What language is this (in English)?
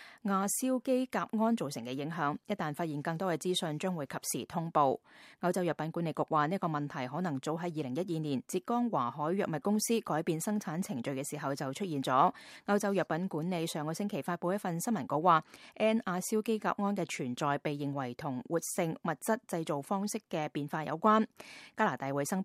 Cantonese